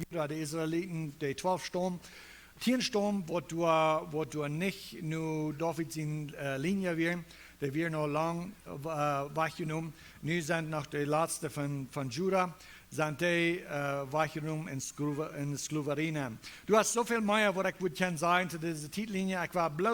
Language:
Plautdietsch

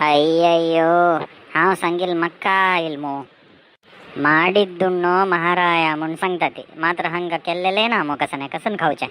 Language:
Konkani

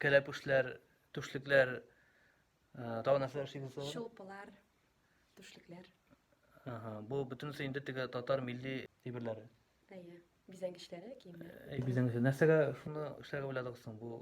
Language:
Tatar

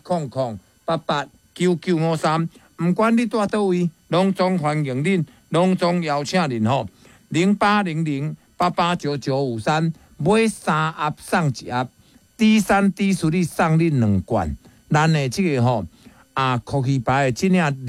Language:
Min Nan Chinese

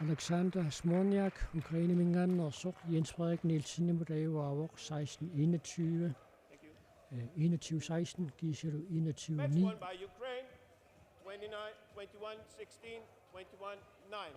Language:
Kalaallisut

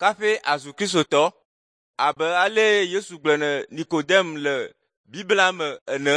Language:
Ewe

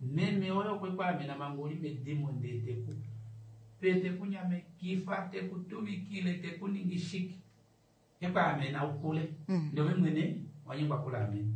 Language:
Kuanyama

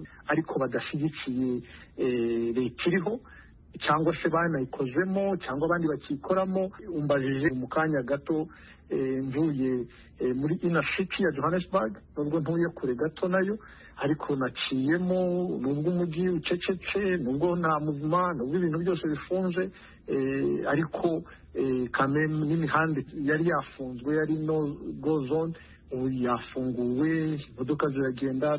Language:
Kinyarwanda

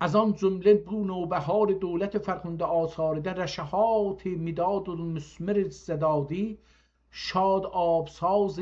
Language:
South Azerbaijani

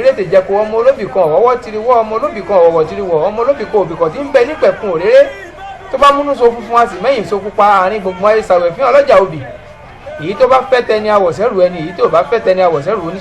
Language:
Yoruba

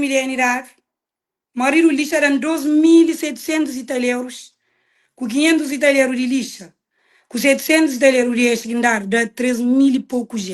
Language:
Kabuverdianu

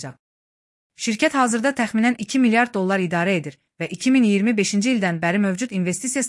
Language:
Azerbaijani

